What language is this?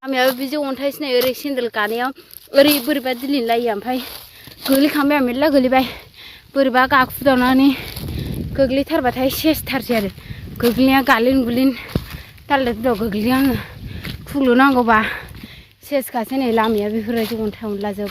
Bodo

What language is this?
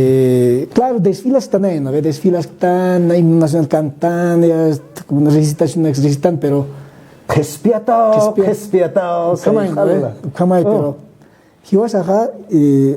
Aymara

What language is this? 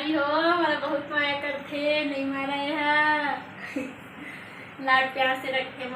Chhattisgarhi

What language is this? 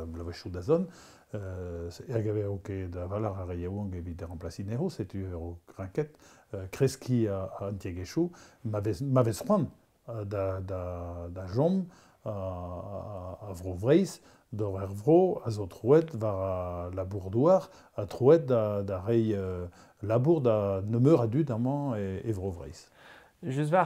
Breton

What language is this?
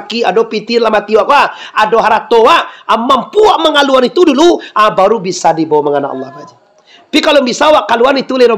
Minangkabau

